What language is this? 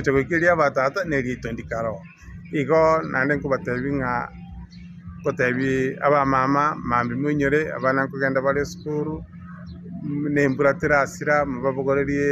Gusii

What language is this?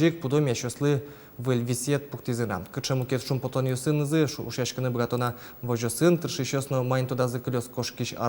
Udmurt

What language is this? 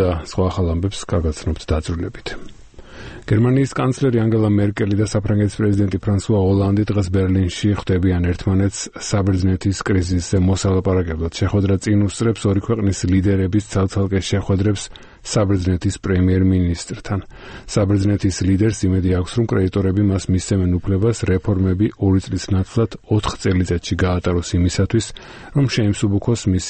Georgian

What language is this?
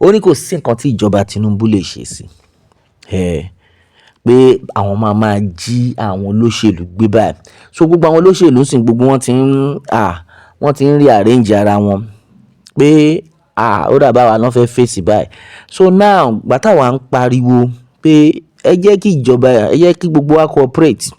Yoruba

